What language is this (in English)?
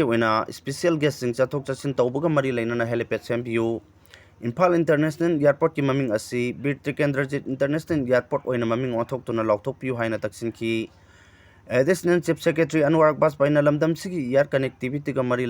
Manipuri